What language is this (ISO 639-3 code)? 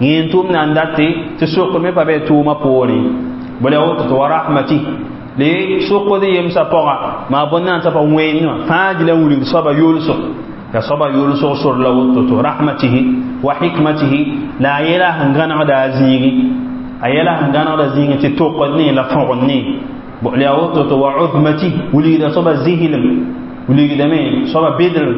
mos